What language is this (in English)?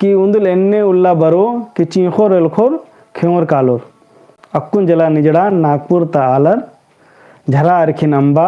Kurukh